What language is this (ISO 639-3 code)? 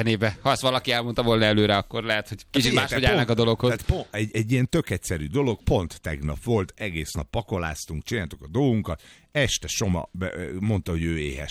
hun